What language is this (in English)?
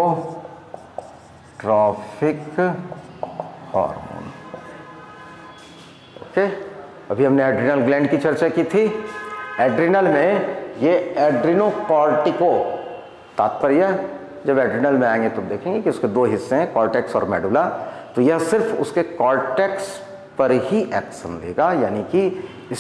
Hindi